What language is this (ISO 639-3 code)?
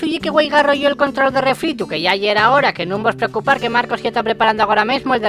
ast